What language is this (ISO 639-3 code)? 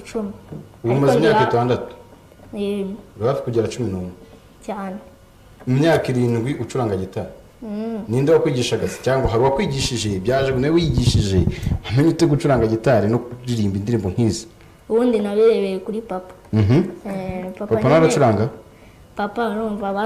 kin